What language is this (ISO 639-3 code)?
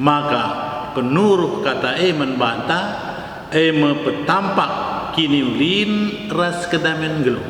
btx